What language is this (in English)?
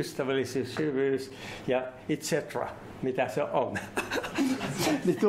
Finnish